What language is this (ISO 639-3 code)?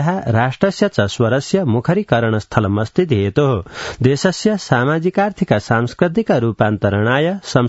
san